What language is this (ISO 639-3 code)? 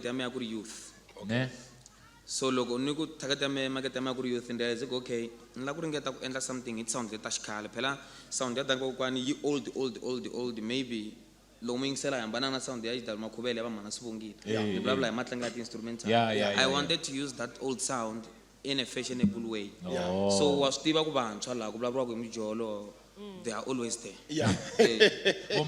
tso